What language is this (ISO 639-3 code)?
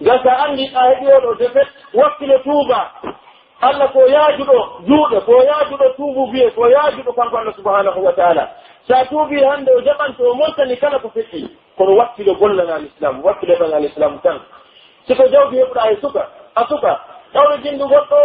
fuf